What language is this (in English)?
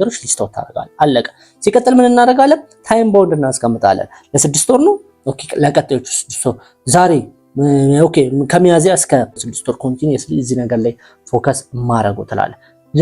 Amharic